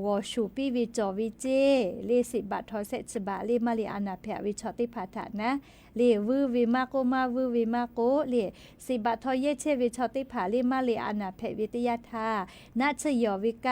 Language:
Lahu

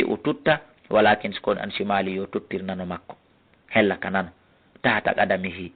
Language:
Fula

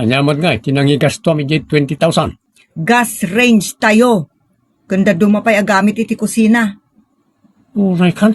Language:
Iloko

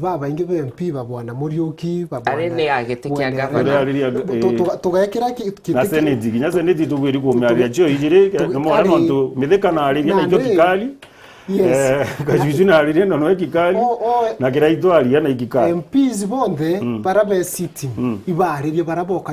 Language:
Meru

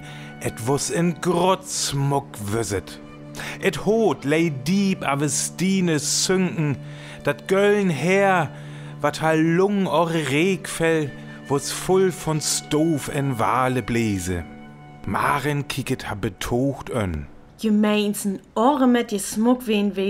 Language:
Northern Frisian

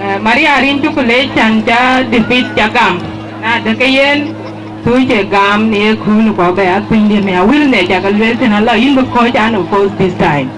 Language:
Dinka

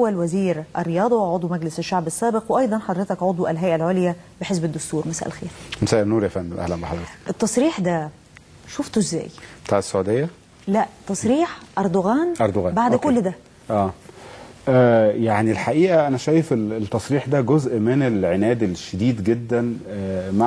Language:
Egyptian Arabic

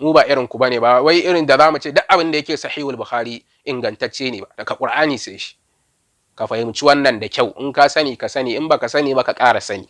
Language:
Hausa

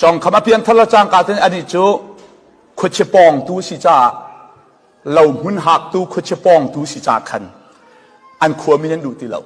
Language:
Falam Chin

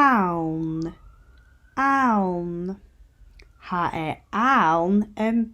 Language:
Scottish Gaelic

